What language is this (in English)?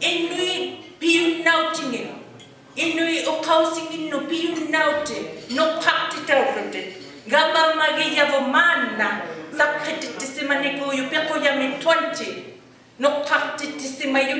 Inuktitut